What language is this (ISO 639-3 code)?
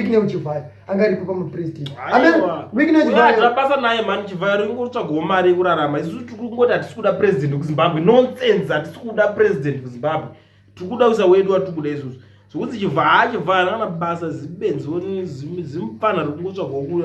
sna